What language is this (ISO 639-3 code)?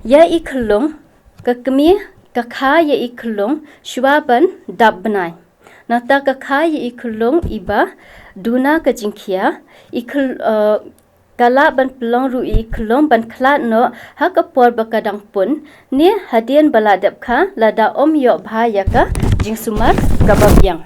kha